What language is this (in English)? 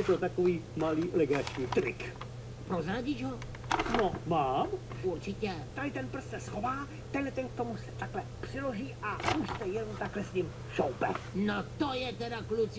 Czech